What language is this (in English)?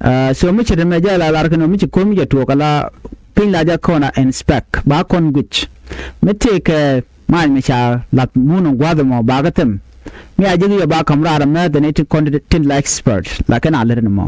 Nuer